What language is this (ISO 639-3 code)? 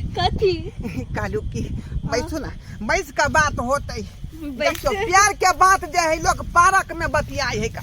mai